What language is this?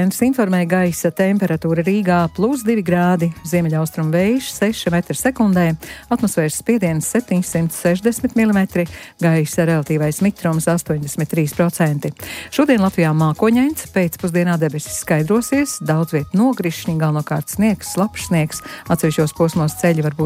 Latvian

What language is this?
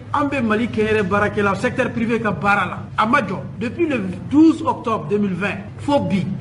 Bambara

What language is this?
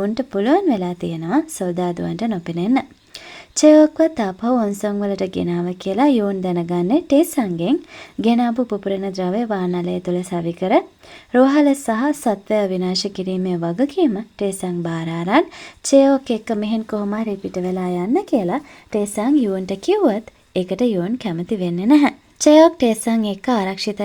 Sinhala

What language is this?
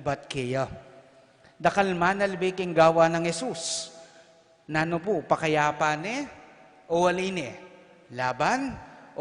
Pampanga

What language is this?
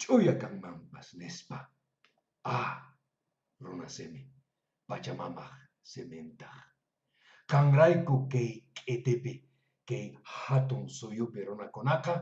Quechua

